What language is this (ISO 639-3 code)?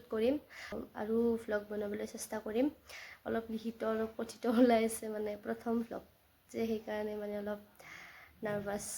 asm